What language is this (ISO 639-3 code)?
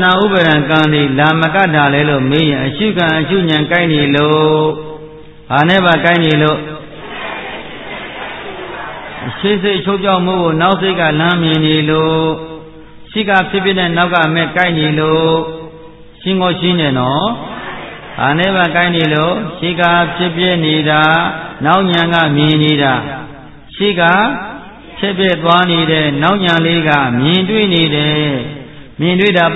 mya